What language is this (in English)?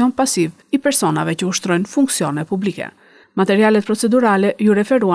Albanian